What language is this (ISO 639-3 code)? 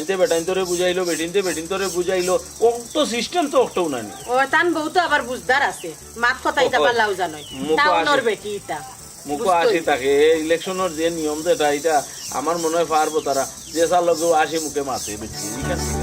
syl